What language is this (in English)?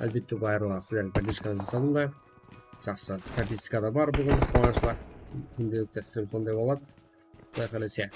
Kara-Kalpak